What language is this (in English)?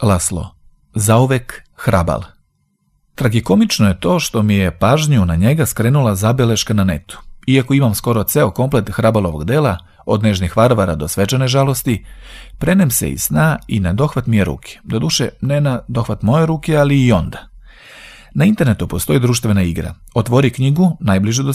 Serbian